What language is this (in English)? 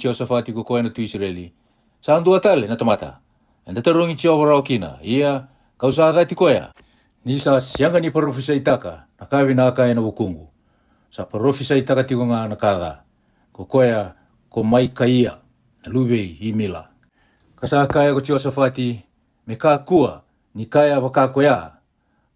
Fijian